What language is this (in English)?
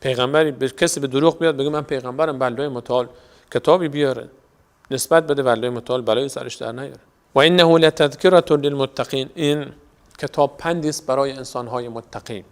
Persian